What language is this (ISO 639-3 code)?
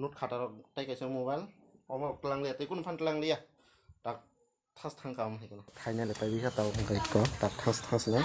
trp